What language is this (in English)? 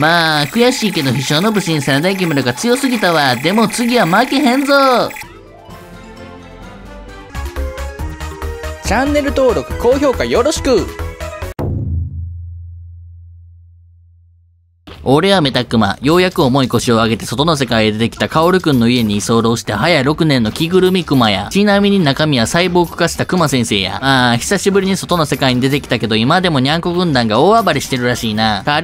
Japanese